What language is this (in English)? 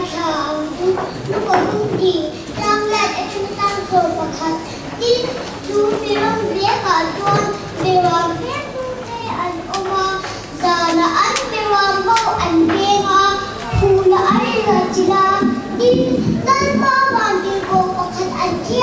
Mizo